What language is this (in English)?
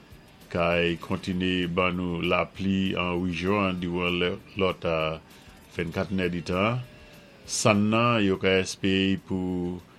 Saint Lucian Creole French